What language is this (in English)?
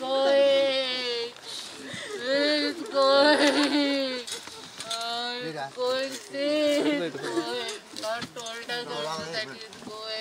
Konkani